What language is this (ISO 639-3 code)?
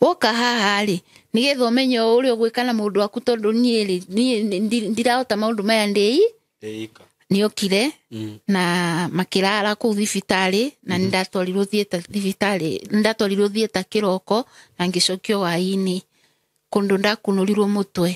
kik